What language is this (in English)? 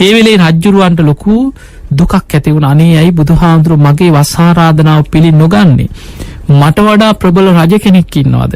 Sinhala